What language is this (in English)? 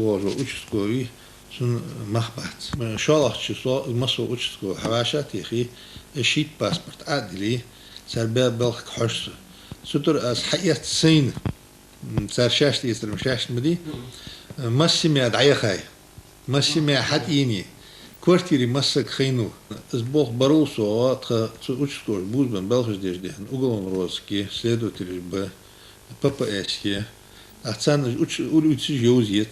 Ingush